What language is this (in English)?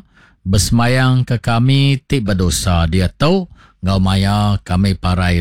Iban